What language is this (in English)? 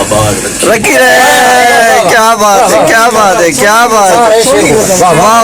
Saraiki